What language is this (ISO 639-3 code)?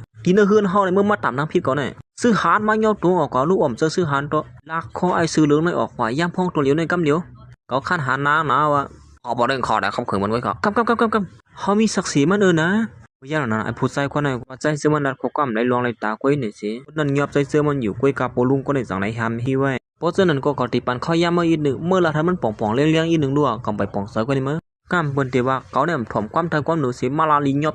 shn